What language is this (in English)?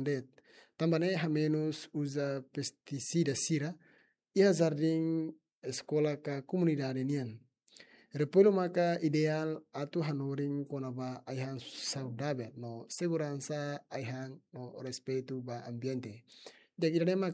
Tetum